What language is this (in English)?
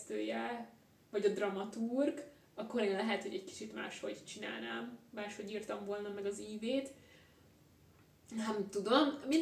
Hungarian